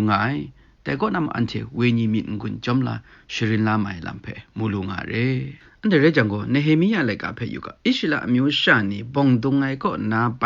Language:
Kachin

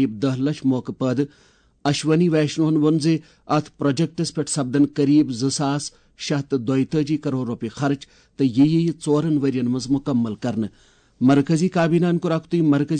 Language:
Kashmiri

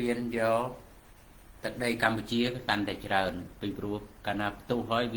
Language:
Khmer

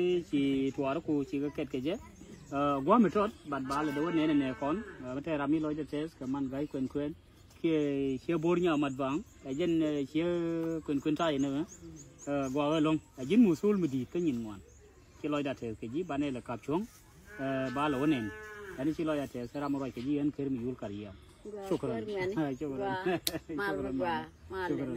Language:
Nuer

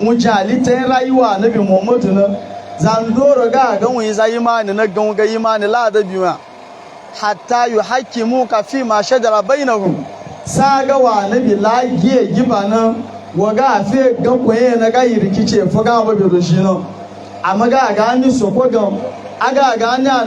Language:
Hausa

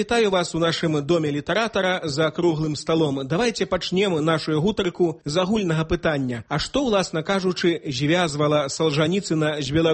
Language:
Belarusian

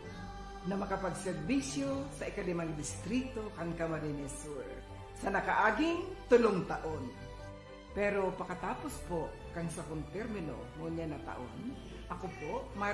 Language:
Bikol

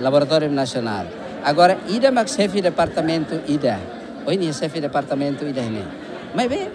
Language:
Tetum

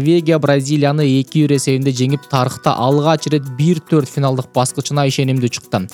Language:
Kyrgyz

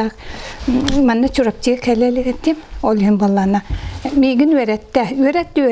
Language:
Yakut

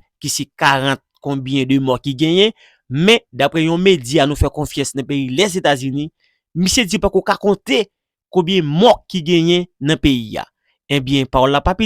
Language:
Haitian Creole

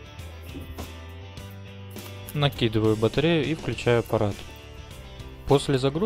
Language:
Russian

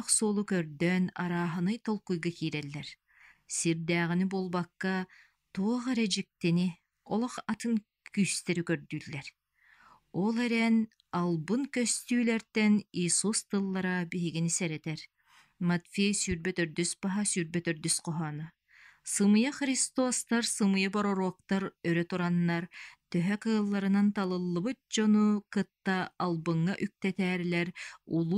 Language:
Yakut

